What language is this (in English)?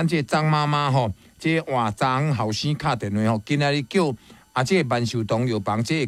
Min Nan Chinese